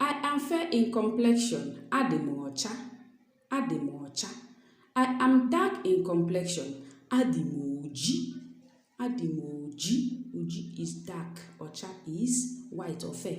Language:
Igbo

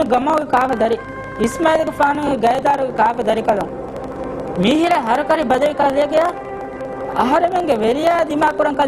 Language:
Divehi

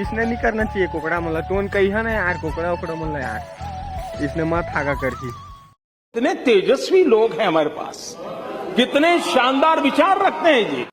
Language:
Chhattisgarhi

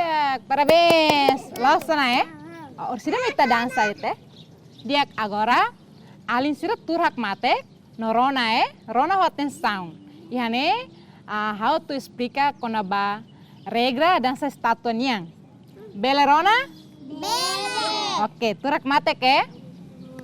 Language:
Tetum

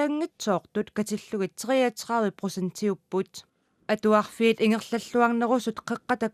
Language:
Kalaallisut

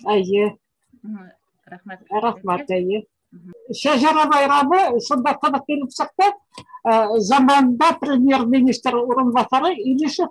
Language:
Bashkir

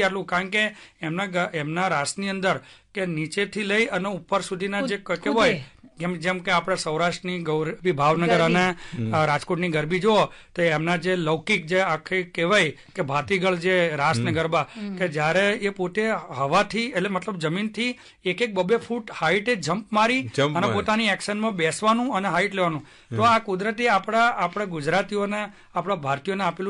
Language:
Gujarati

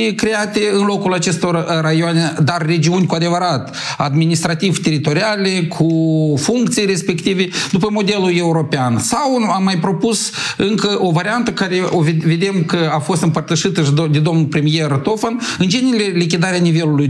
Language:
Romanian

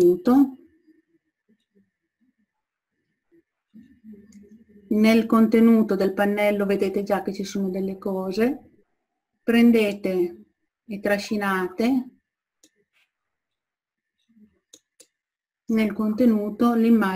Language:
Italian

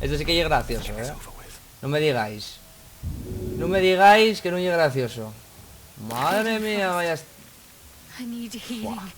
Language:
Asturian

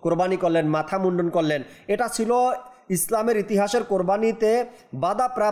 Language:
Bangla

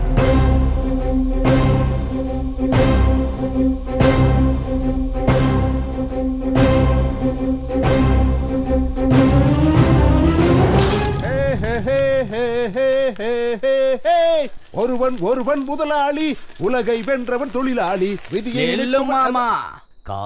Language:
Tamil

